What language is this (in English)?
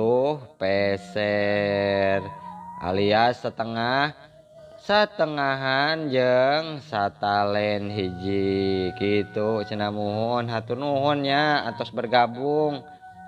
Sundanese